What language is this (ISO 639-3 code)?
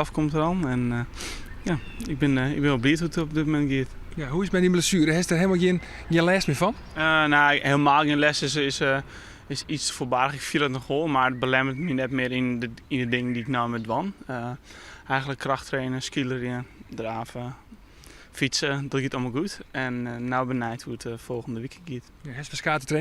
fry